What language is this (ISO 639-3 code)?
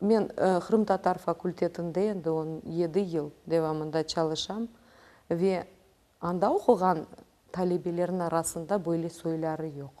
crh